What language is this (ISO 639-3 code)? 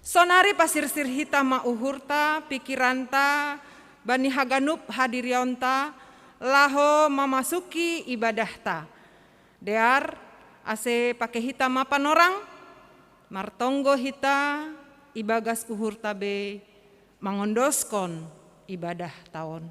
bts